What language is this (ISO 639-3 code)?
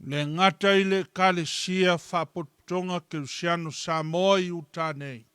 smo